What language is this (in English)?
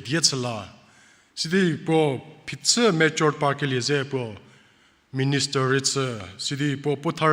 Angami Naga